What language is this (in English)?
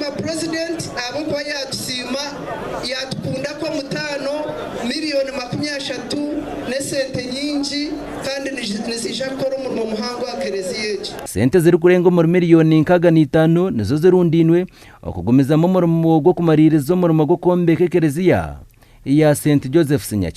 Nyankole